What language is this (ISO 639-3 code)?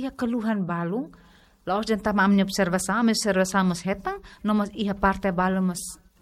tet